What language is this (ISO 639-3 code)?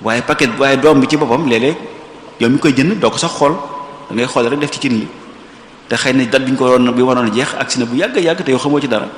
wol